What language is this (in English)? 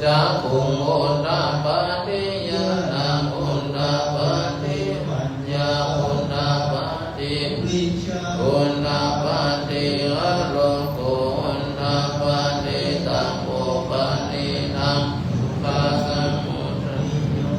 Pali